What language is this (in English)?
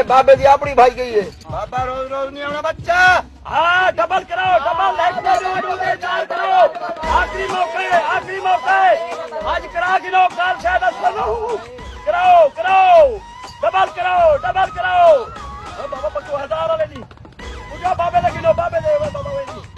Saraiki